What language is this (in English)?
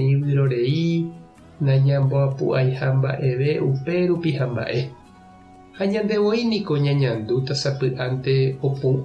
Guarani